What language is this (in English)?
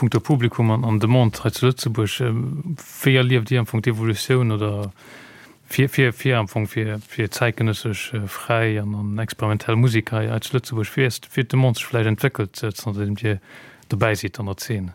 Luxembourgish